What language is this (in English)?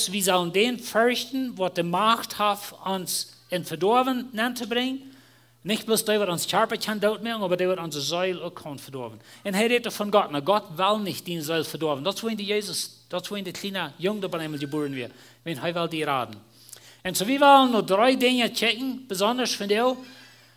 Plautdietsch